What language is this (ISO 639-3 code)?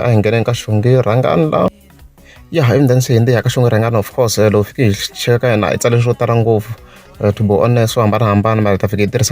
tso